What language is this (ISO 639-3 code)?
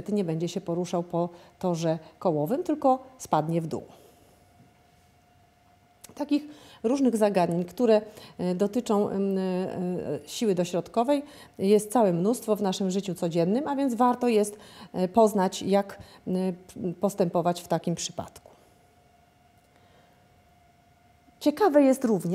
pol